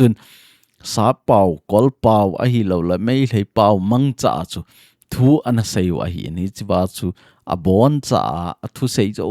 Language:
Thado Chin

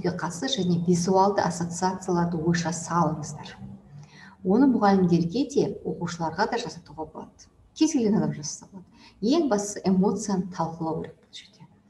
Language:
Kazakh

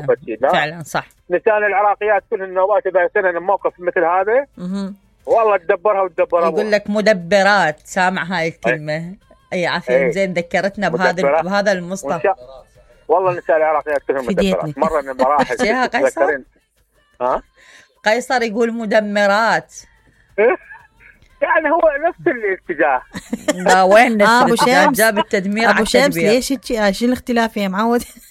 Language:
Mesopotamian Arabic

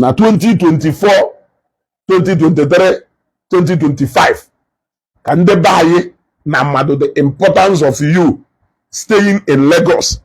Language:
Igbo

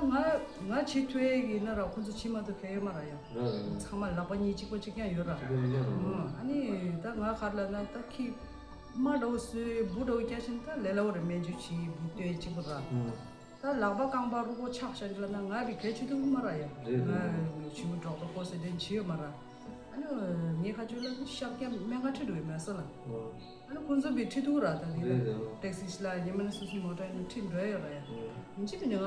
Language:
Tibetan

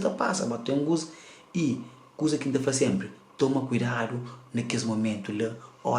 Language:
Kabuverdianu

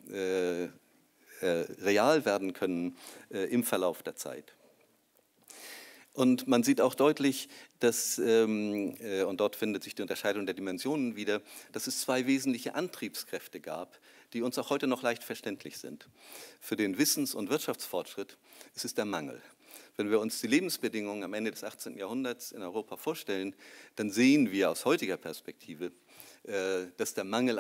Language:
German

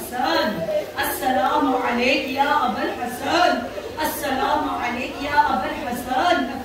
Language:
Urdu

